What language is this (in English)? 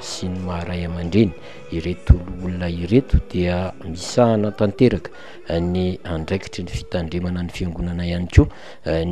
Malagasy